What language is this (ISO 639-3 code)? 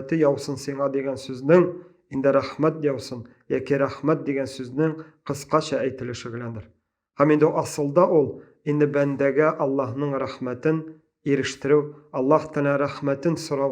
tat